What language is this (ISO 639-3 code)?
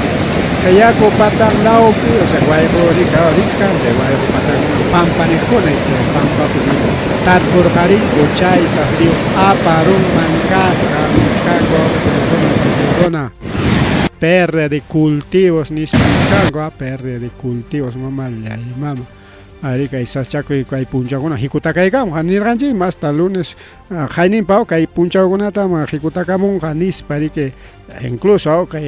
quy